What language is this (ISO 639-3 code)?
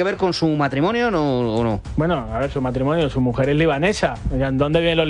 spa